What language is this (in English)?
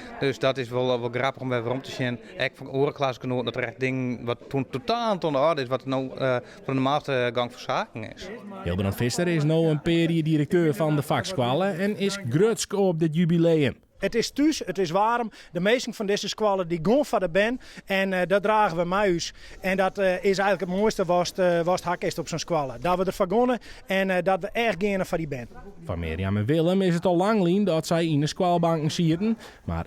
Western Frisian